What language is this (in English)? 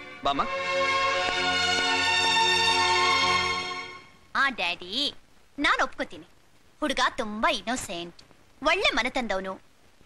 Kannada